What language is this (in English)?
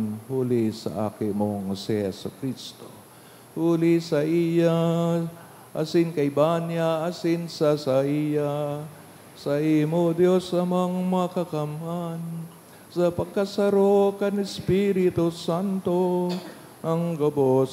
Bikol